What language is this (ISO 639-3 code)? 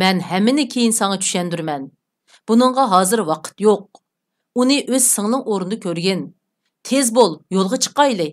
uig